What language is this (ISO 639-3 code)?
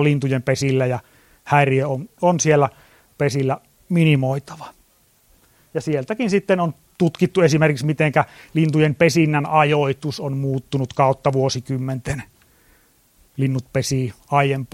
fin